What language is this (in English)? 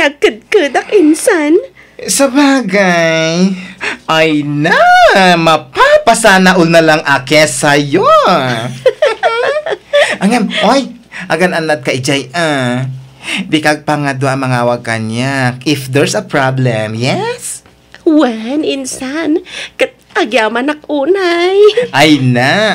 Iloko